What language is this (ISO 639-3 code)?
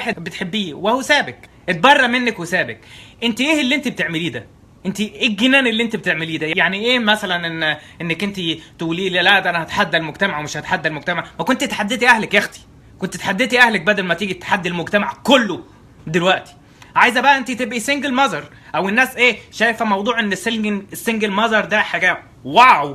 arz